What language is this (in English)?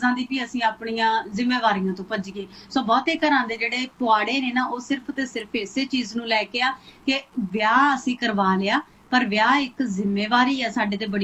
Punjabi